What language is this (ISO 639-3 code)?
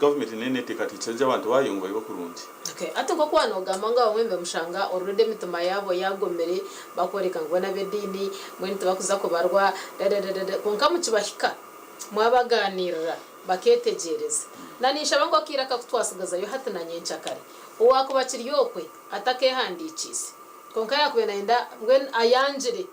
nyn